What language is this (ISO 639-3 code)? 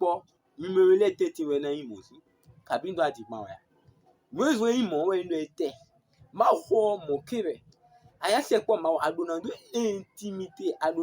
fon